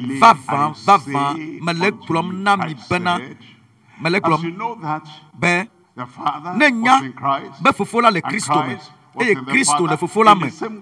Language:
Ewe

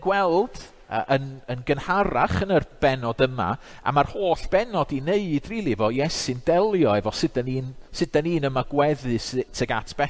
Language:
Welsh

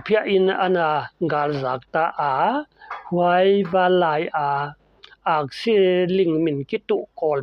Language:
Paite Chin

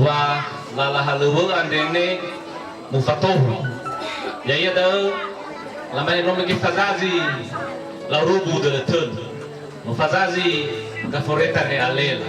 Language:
Nias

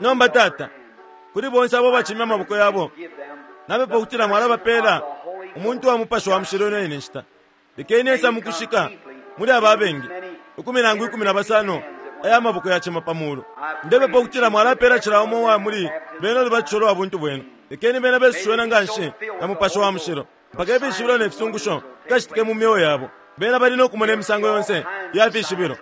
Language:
Bemba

